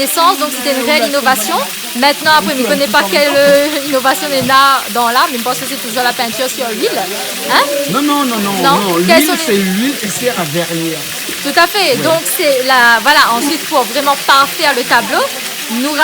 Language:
Réunion Creole French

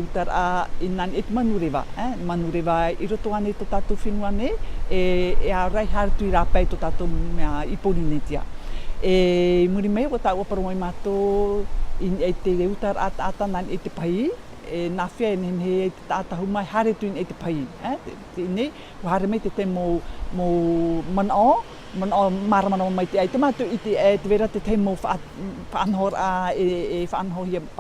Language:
Tahitian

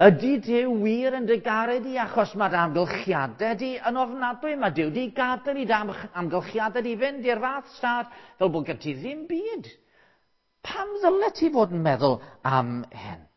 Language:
Welsh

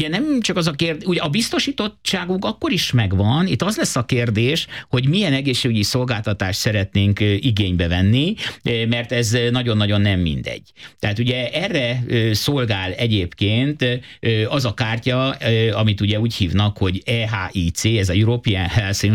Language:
Hungarian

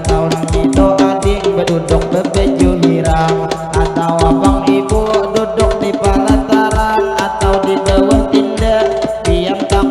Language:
Banjar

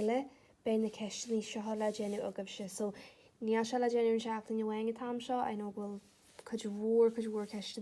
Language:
Irish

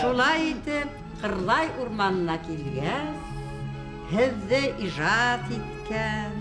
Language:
Bashkir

